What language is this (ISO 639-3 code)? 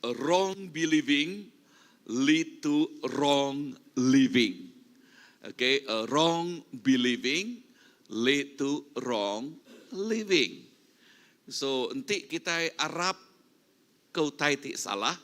iba